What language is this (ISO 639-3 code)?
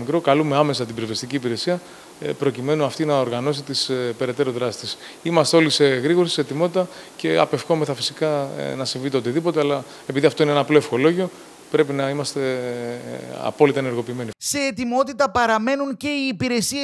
ell